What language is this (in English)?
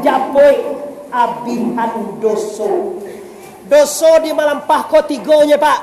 Minangkabau